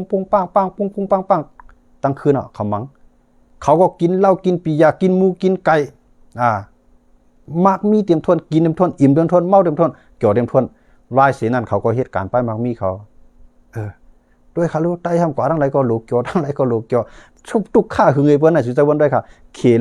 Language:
Shan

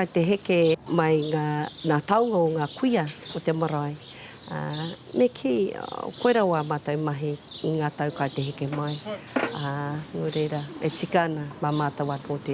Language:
Māori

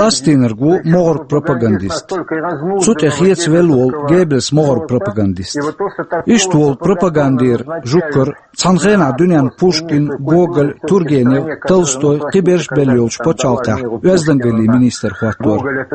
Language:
Chechen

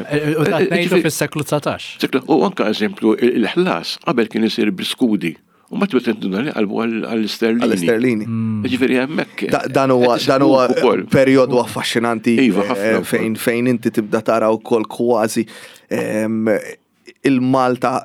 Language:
Maltese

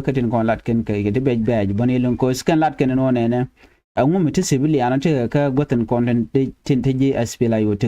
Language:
Nuer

